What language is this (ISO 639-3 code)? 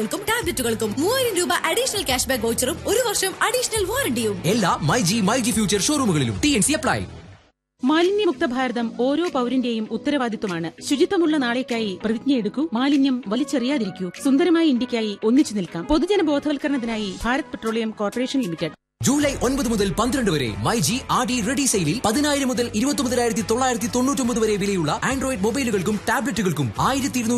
mal